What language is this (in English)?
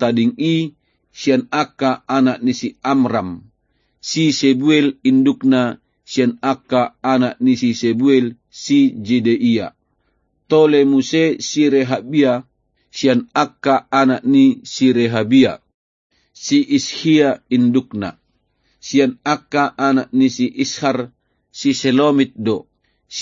Batak Toba